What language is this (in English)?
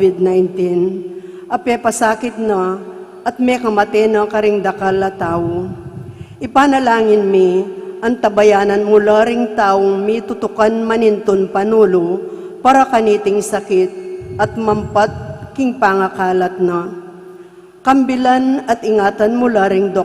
Pampanga